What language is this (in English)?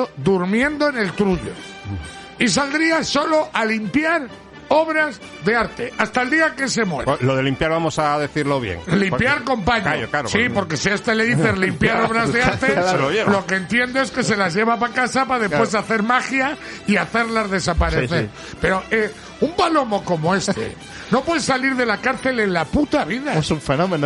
Spanish